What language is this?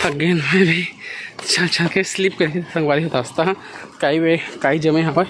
Chhattisgarhi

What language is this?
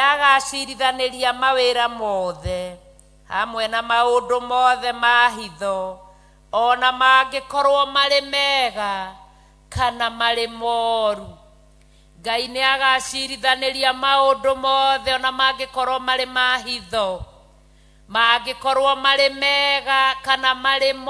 Kikuyu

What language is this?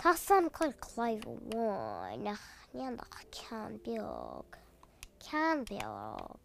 Irish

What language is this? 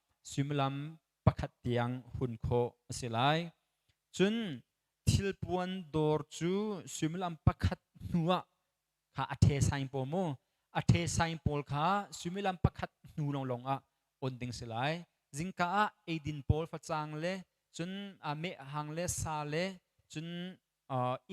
Hakha Chin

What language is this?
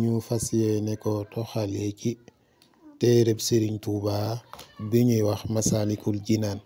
Wolof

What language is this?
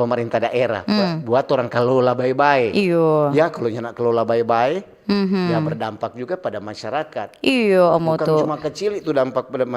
Manado Malay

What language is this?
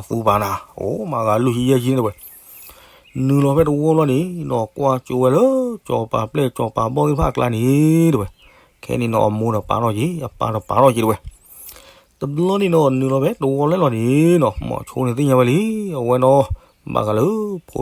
S'gaw Karen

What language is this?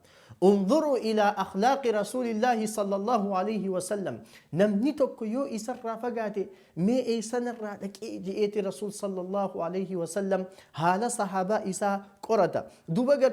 Oromo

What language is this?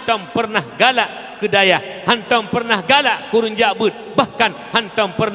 Achinese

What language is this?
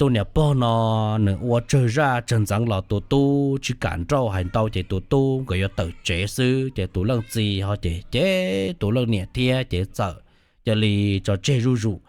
Hmong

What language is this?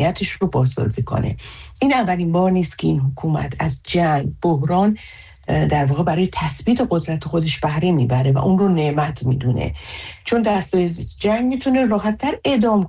Persian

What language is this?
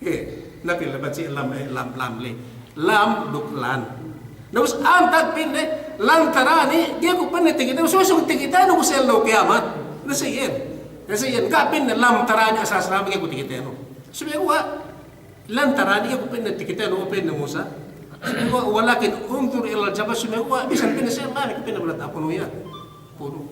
Yakan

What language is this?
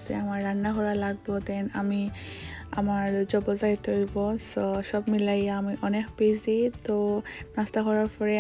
Sylheti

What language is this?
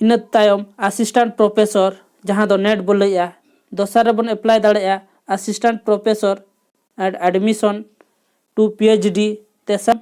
Santali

